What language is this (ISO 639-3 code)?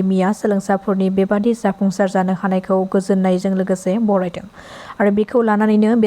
brx